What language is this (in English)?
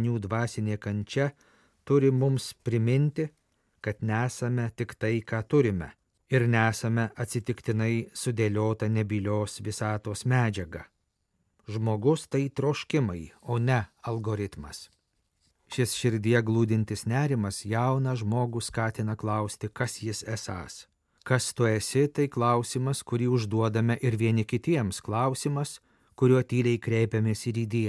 Lithuanian